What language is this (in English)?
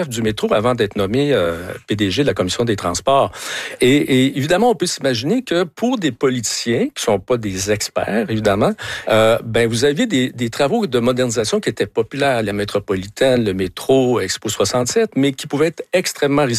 French